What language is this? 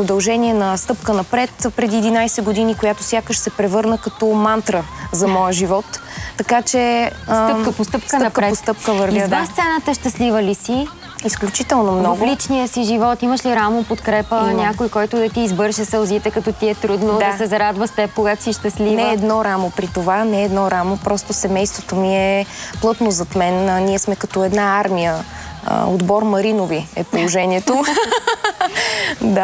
Bulgarian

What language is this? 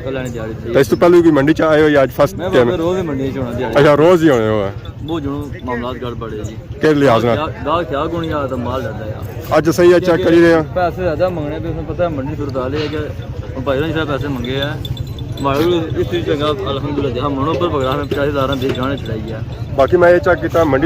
Pahari-Potwari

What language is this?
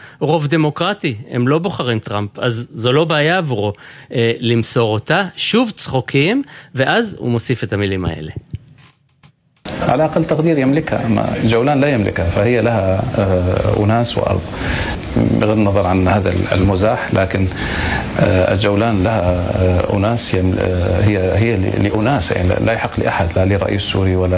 Hebrew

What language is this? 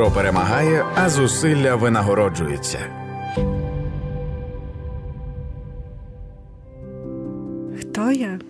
Ukrainian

